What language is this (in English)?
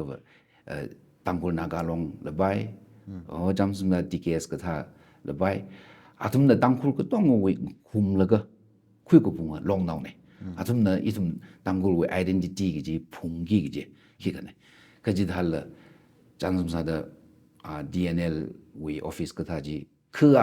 Tangkhul Naga (India)